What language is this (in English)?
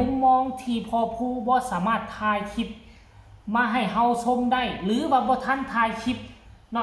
Lao